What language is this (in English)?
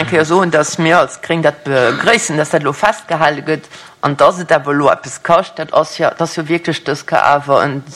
Luxembourgish